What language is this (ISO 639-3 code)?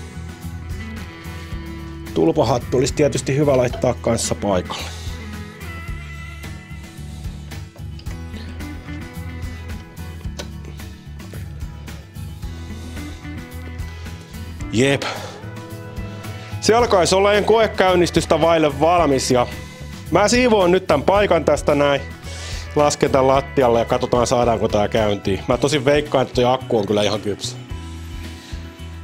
fin